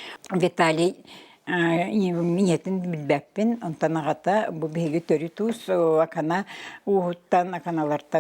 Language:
Yakut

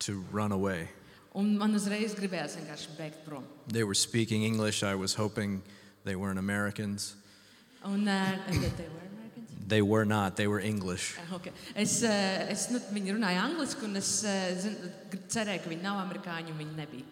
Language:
Latvian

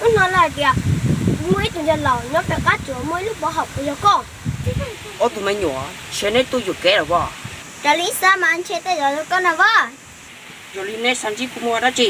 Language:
Hmong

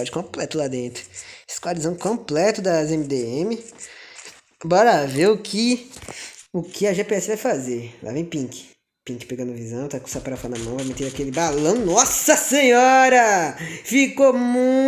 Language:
Portuguese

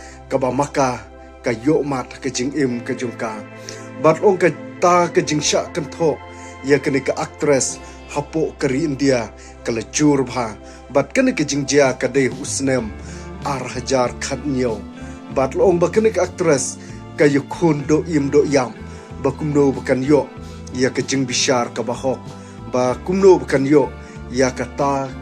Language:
Khasi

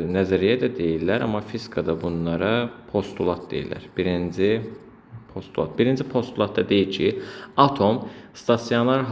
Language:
Azerbaijani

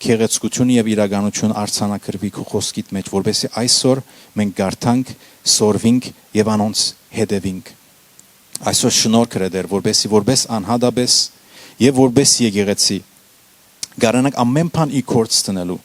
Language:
Western Armenian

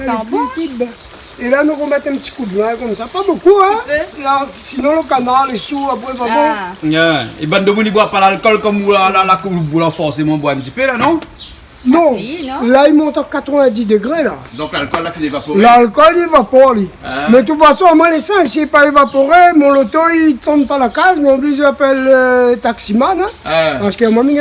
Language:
Réunion Creole French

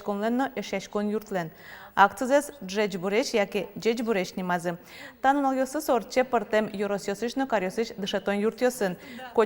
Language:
Udmurt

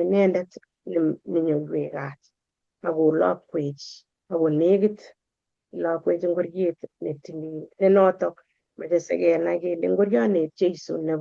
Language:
Kalenjin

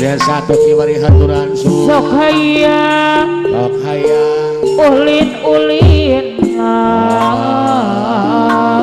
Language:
Sundanese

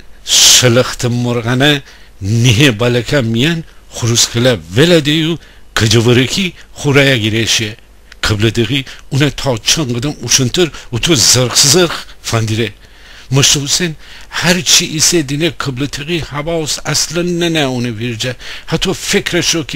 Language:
Gilaki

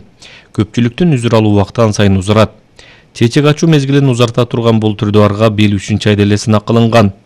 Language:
Kyrgyz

